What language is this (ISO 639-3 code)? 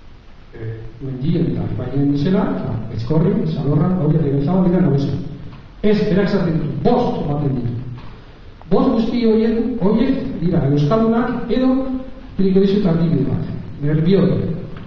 eus